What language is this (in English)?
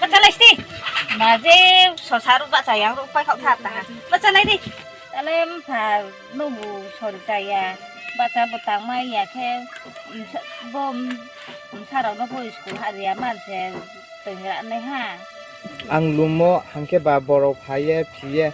Riang (India)